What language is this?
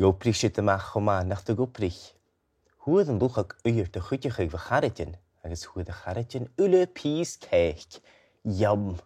Scottish Gaelic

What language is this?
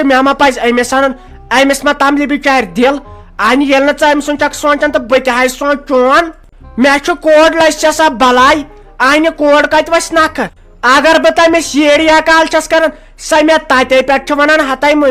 Kashmiri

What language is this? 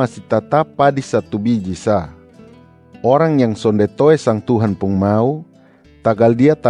Kupang Malay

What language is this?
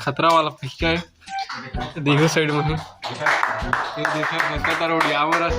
Chhattisgarhi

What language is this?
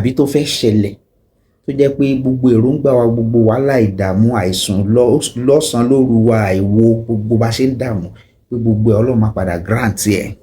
Yoruba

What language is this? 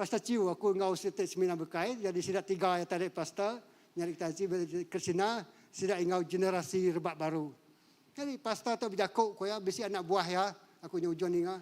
Iban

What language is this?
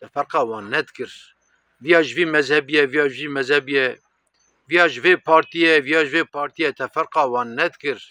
Kurdish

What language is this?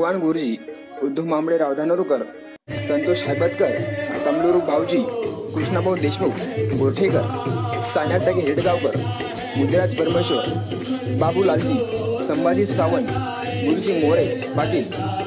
Marathi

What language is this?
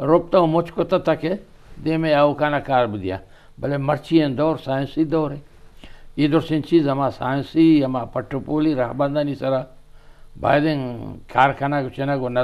Eastern Balochi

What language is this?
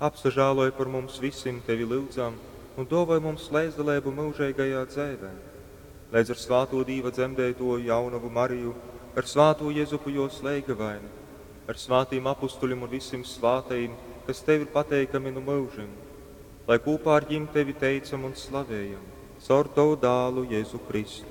Latgalian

